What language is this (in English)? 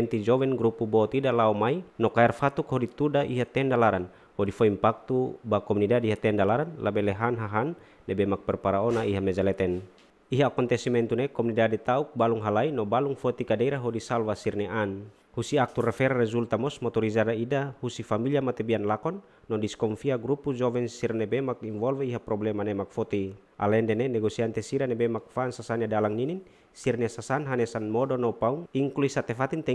Tetum